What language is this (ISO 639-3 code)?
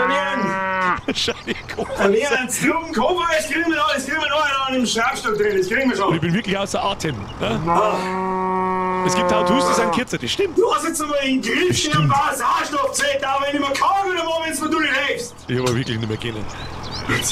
bar